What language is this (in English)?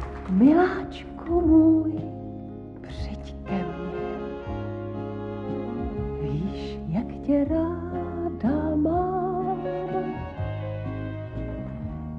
Czech